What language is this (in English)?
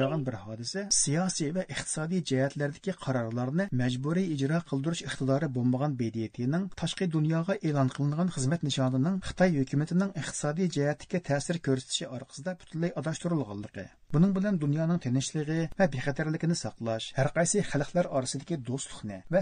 Uyghur